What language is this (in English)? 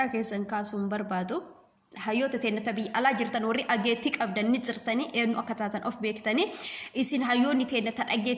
Oromo